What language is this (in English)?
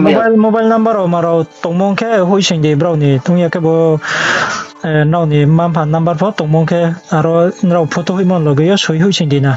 Riang (India)